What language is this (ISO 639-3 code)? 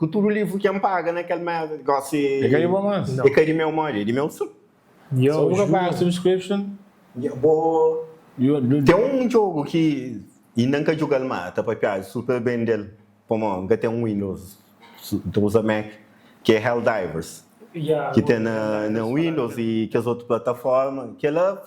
kea